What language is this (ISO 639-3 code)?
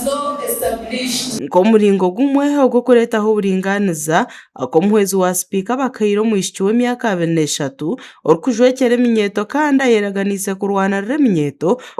nyn